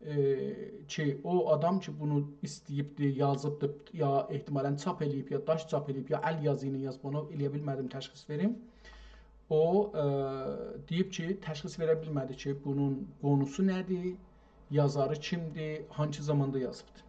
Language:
South Azerbaijani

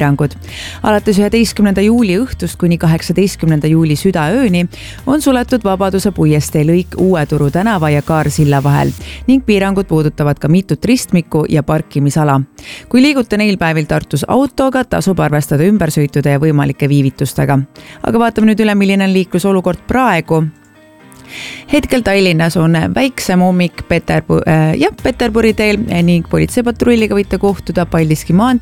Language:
Estonian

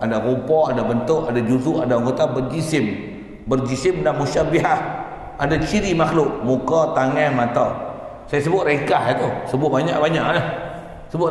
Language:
Malay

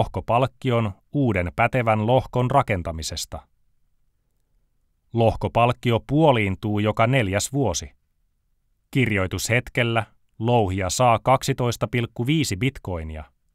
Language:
Finnish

